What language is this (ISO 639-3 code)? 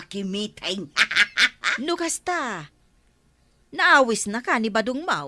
ilo